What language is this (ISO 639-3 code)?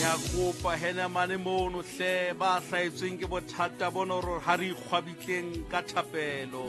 sot